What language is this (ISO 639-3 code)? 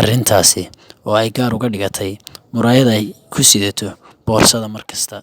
som